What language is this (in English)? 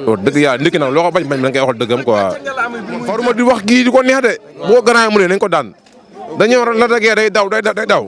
Wolof